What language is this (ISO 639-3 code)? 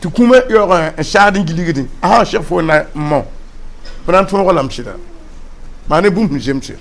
mos